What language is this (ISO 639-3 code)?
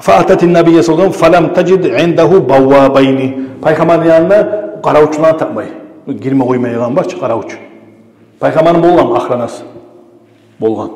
kum